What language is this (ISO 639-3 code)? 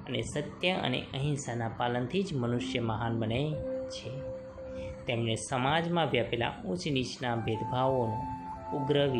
guj